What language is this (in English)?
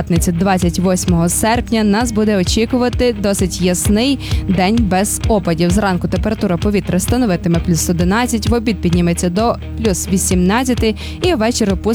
Ukrainian